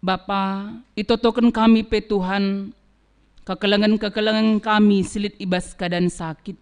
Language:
Batak Karo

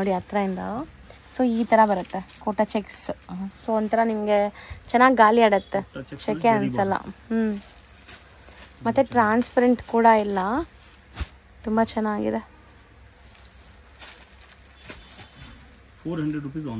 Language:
Kannada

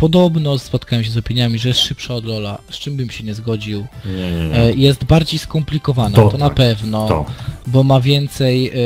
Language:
Polish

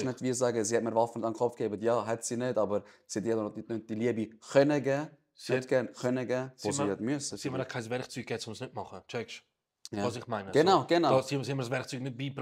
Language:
Swiss German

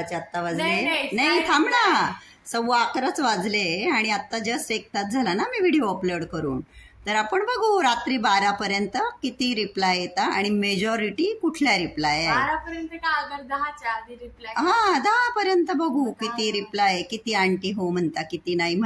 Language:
Marathi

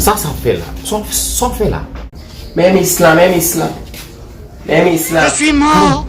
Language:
Haitian Creole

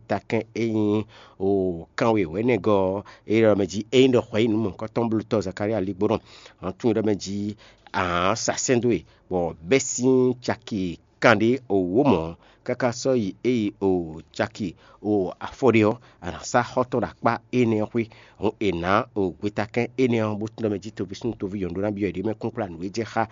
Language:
Fon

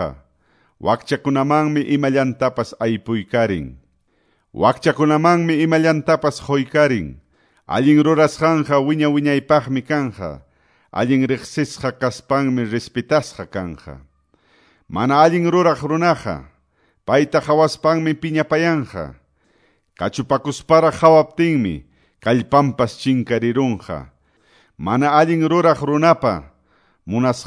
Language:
Quechua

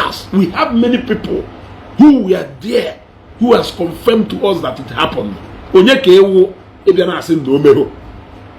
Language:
Igbo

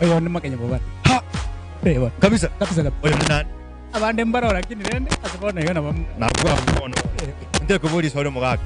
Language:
Gusii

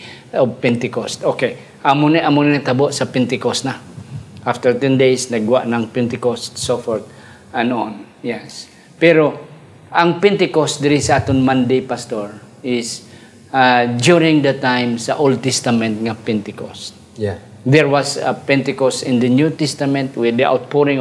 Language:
Hiligaynon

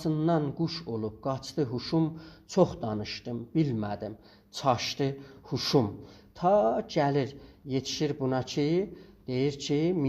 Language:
South Azerbaijani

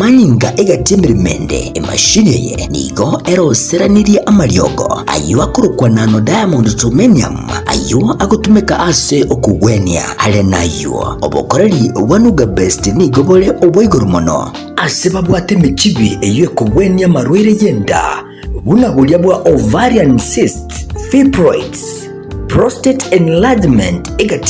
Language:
Gusii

